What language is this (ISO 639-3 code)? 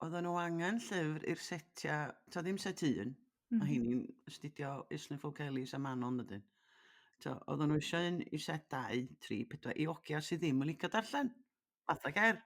cym